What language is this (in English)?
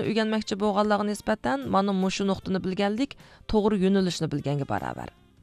Uyghur